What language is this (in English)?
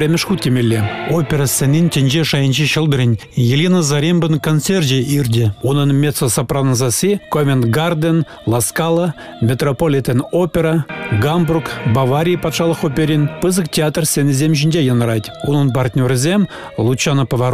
Chuvash